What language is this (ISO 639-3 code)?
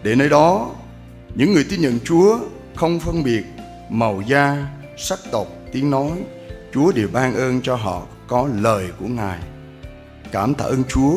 cmo